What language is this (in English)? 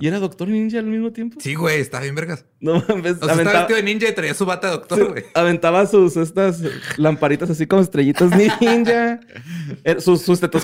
Spanish